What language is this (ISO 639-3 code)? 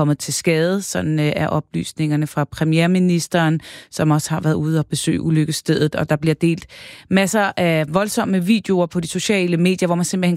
dan